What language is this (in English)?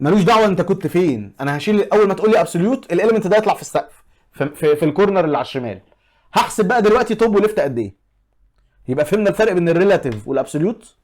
Egyptian Arabic